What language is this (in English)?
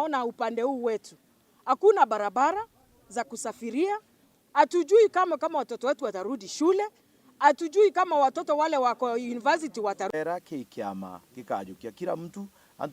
Meru